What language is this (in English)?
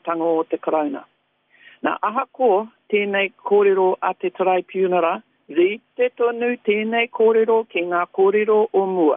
Māori